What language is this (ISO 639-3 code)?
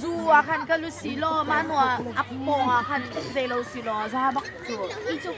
cnh